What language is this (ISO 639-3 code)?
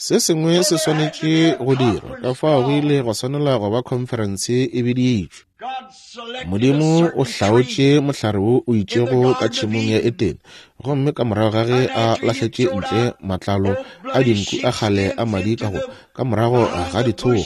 nso